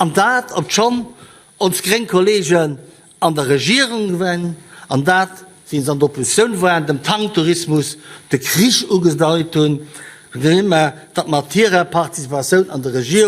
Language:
Luxembourgish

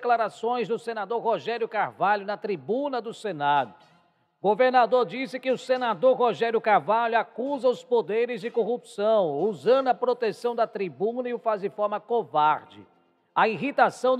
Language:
Portuguese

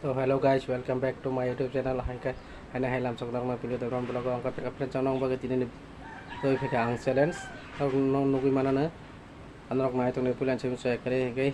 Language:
Kok Borok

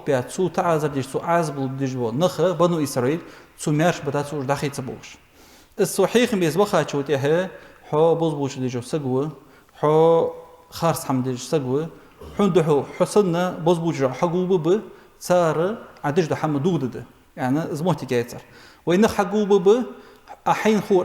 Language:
Ingush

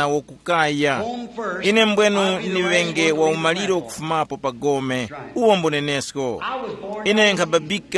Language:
Tumbuka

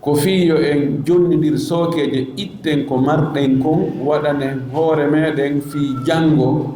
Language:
Fula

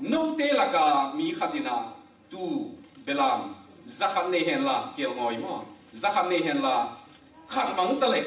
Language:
Tedim Chin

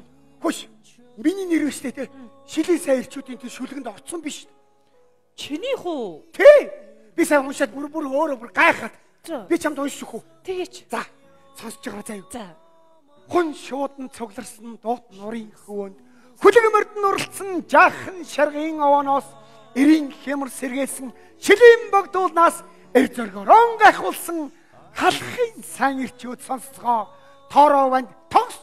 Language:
Mongolian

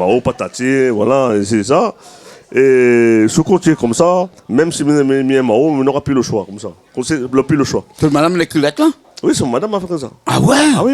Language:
Réunion Creole French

